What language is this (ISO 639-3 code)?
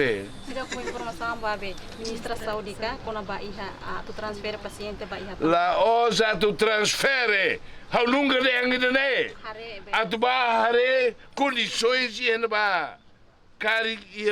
tet